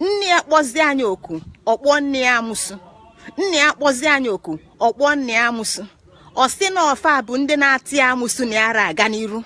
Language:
Igbo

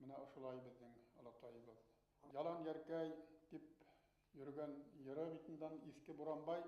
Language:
Bashkir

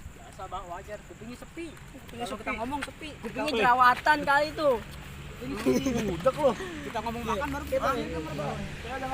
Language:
Betawi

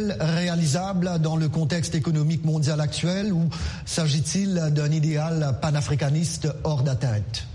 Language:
French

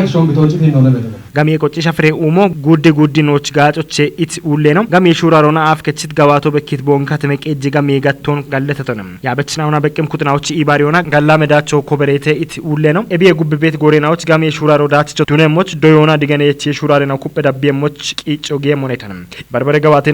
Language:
Kafa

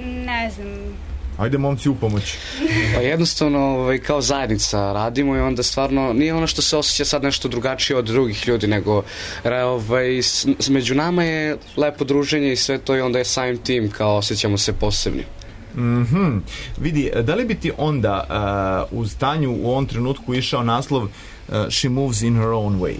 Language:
Serbian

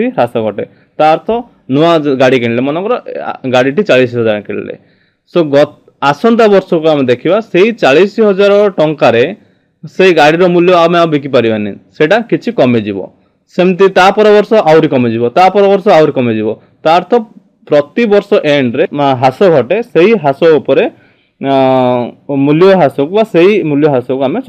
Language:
Odia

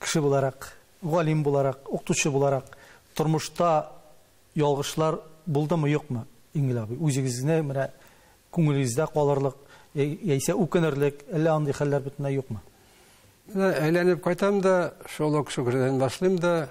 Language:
Tatar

